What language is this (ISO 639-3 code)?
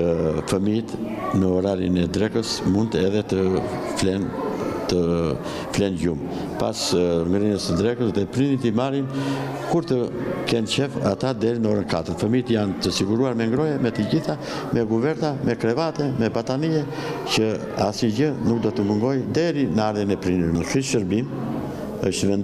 sqi